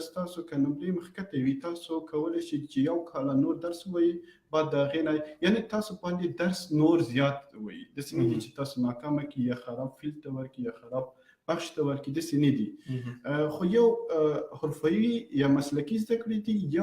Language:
Pashto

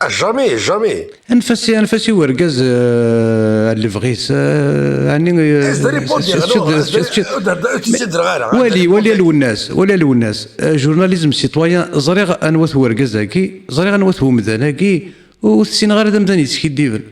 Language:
Kabyle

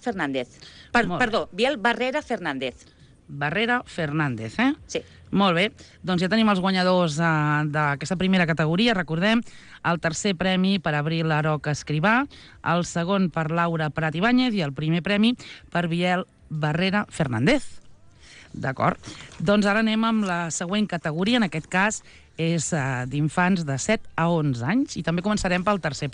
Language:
Catalan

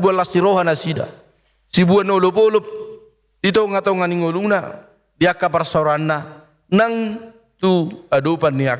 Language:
Batak Toba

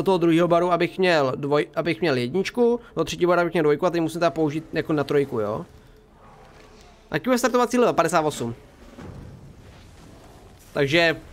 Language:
Czech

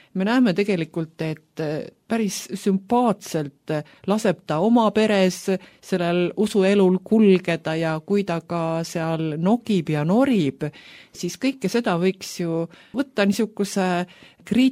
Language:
Estonian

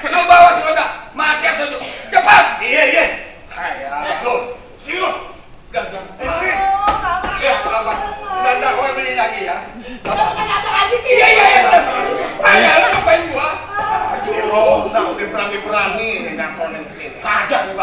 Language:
Betawi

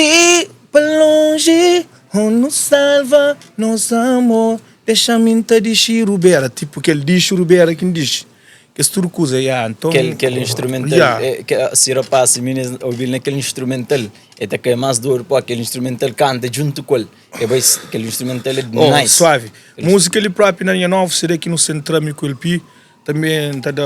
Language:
Kabuverdianu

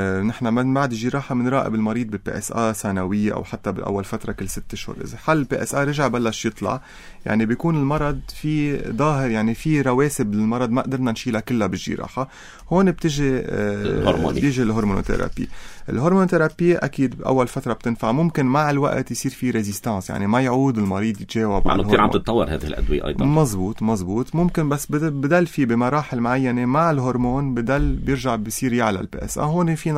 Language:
North Levantine Arabic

